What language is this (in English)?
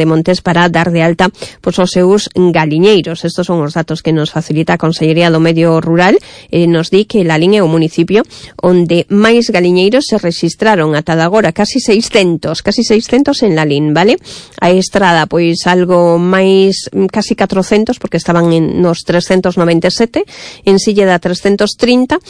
Galician